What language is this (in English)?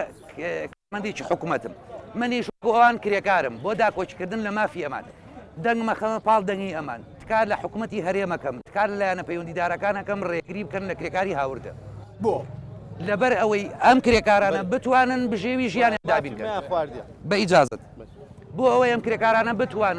Central Kurdish